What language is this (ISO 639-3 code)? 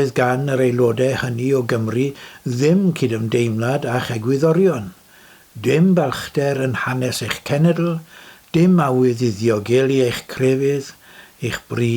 cym